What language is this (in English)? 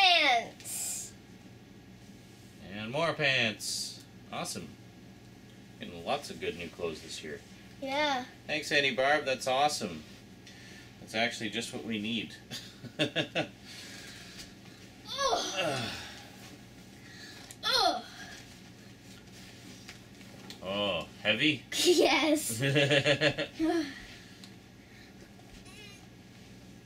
English